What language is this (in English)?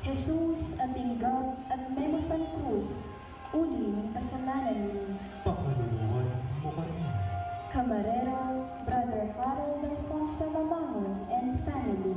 Pampanga